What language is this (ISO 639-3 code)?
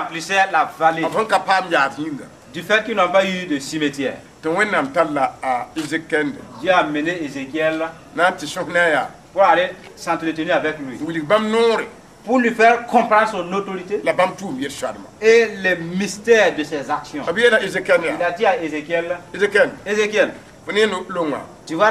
mos